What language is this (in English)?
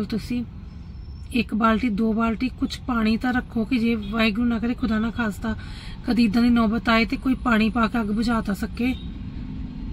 Punjabi